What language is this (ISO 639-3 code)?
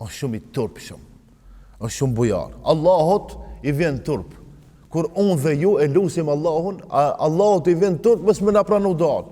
sqi